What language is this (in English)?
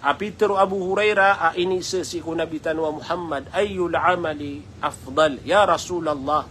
Maranao